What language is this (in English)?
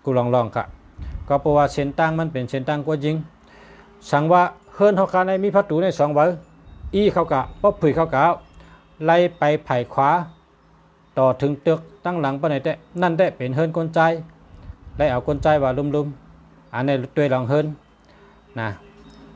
Shan